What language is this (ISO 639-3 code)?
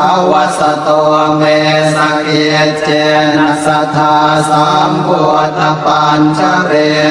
pli